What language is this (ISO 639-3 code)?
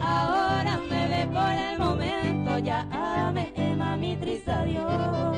grn